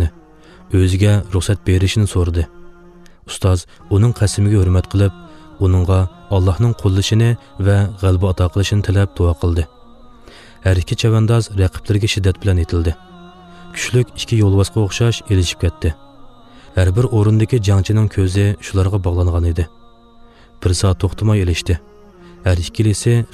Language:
Uyghur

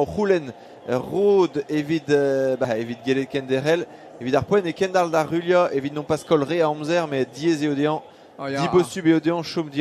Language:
Breton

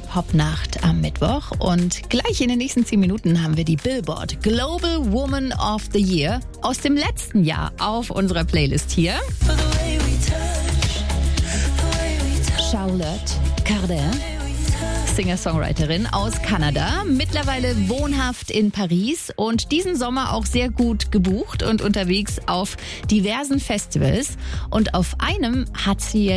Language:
German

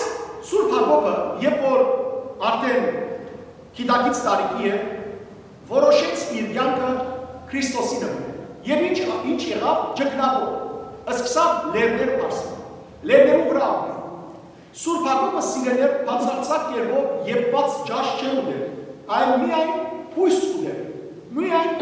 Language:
Western Armenian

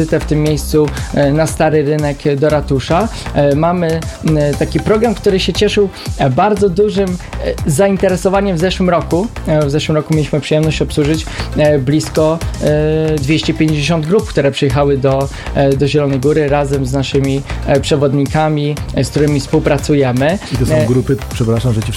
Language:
Polish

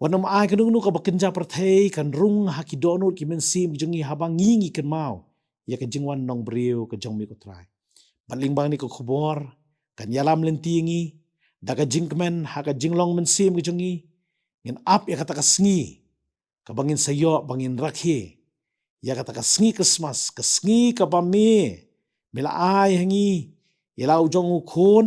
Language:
Khasi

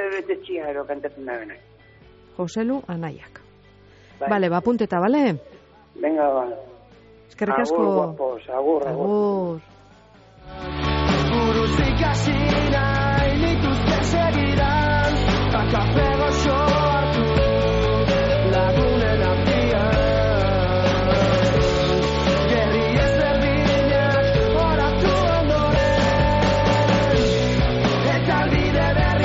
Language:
Basque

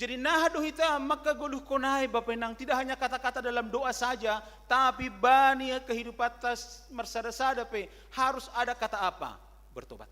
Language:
Batak Simalungun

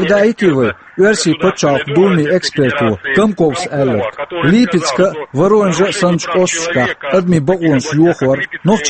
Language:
Chechen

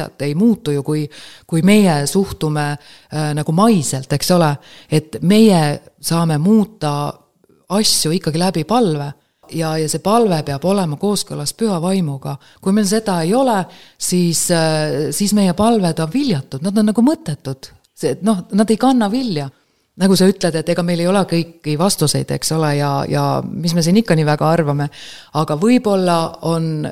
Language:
Estonian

